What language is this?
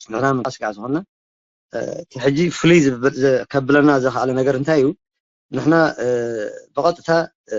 Tigrinya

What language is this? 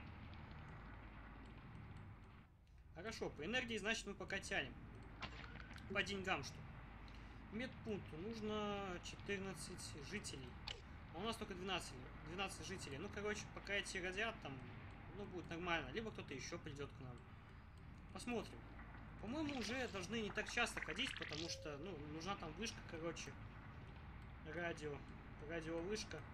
Russian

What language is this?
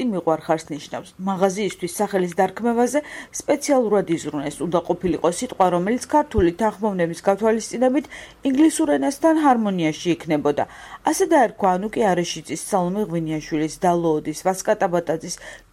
Georgian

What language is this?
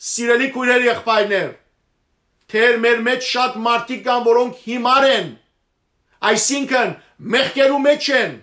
Western Armenian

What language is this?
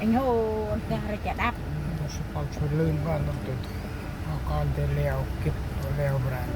Central Mnong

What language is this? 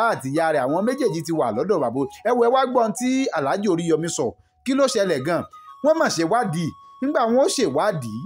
Yoruba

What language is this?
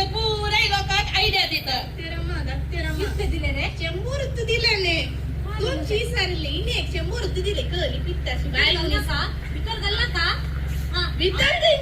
Konkani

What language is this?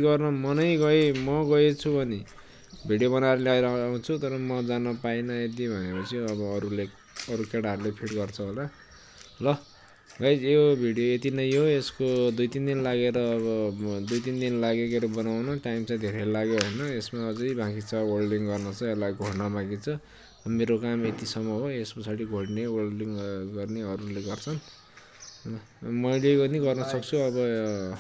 Nepali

